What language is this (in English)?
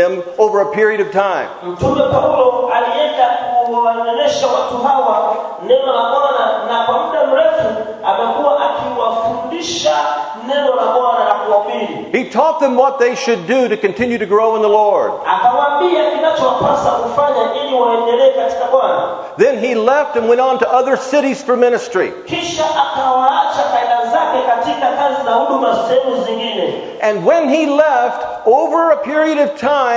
Swahili